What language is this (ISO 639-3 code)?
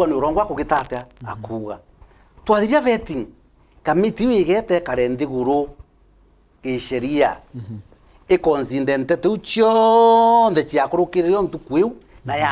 mer